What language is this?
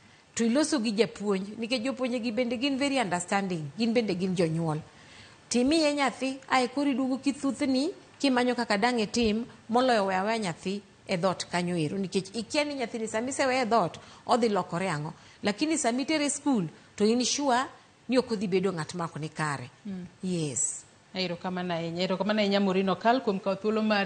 Luo (Kenya and Tanzania)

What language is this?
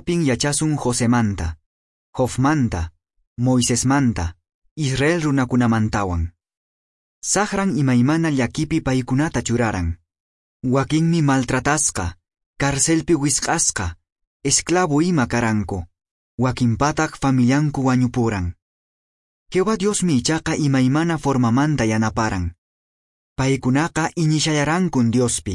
Quechua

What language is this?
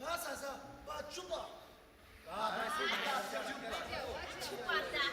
Ao Naga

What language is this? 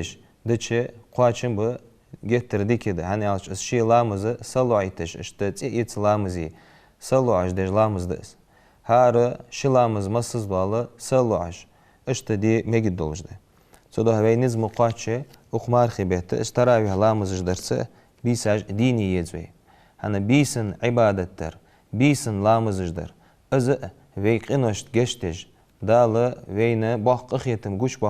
Ingush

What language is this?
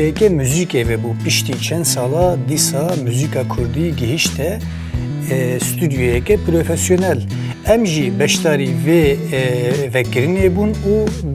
Kurdish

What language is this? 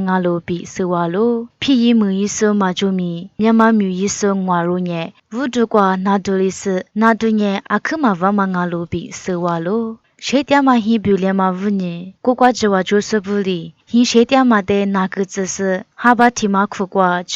Lisu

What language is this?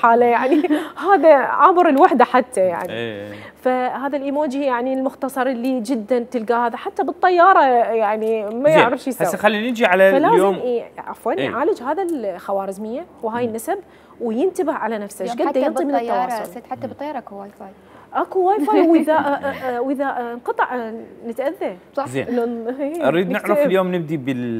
Mesopotamian Arabic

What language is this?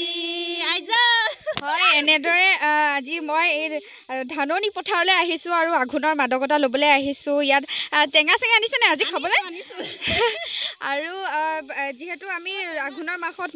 Assamese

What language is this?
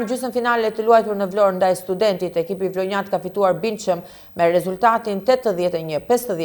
Albanian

